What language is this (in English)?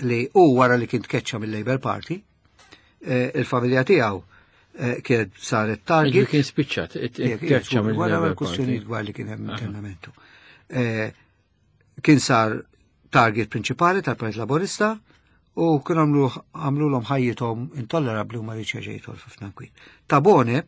Maltese